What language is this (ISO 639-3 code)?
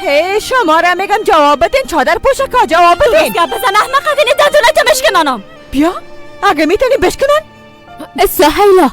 fas